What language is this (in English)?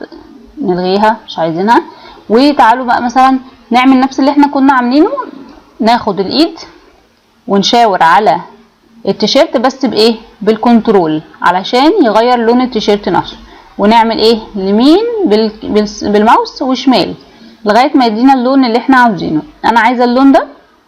Egyptian Arabic